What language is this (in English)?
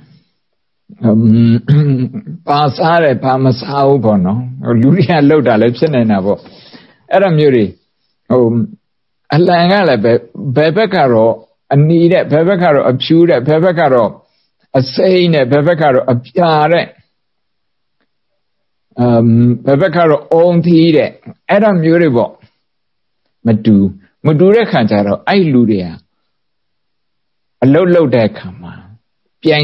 Burmese